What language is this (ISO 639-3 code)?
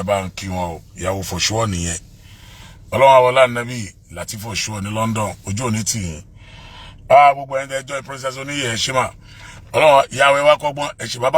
yor